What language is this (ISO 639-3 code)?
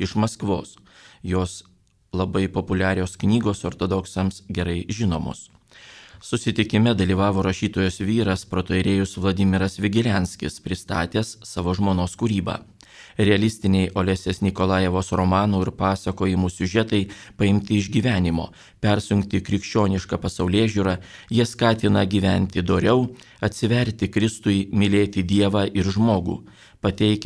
lit